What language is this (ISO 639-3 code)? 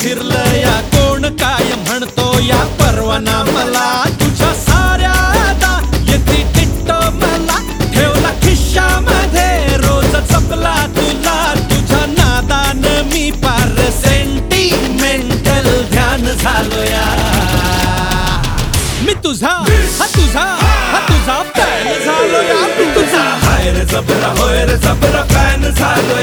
mar